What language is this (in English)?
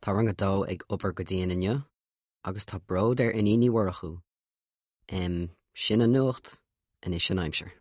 Irish